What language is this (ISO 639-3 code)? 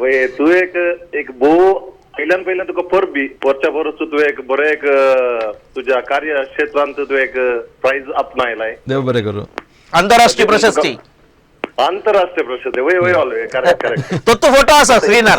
kok